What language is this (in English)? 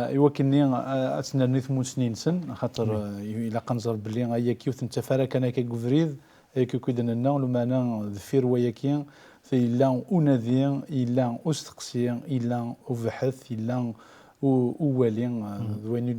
Kabyle